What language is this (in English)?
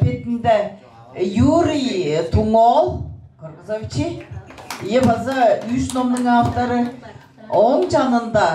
Tuvinian